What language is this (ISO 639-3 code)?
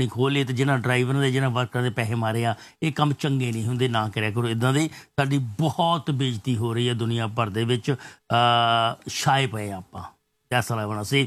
pan